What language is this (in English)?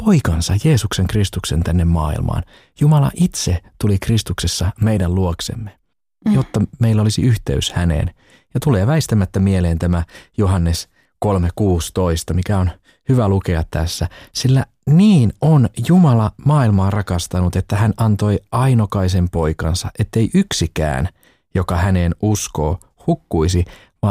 Finnish